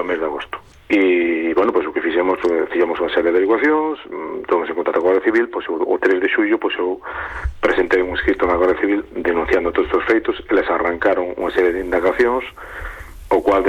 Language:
Galician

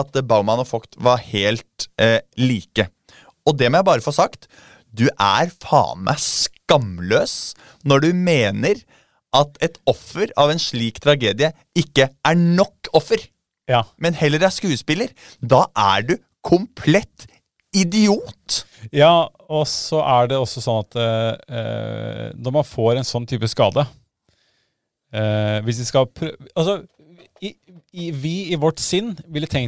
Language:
Norwegian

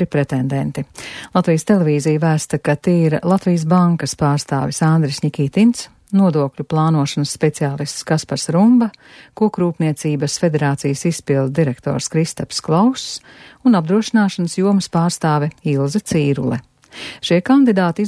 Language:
Latvian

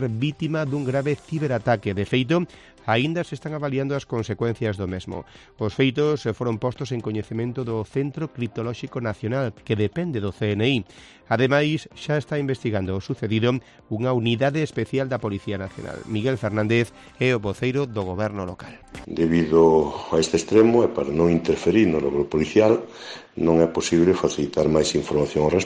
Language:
Galician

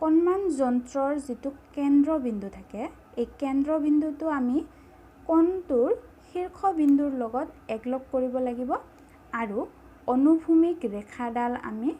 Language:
Assamese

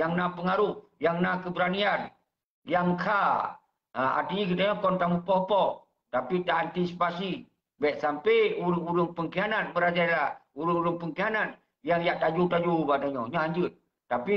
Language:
Achinese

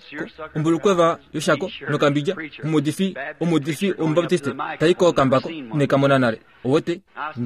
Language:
Kuanyama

